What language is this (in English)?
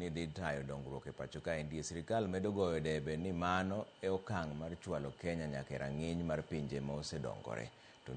Luo (Kenya and Tanzania)